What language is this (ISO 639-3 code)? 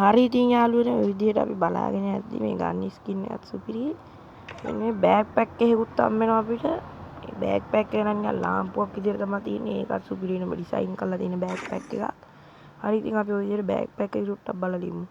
sin